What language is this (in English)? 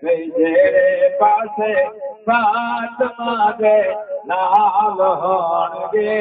Saraiki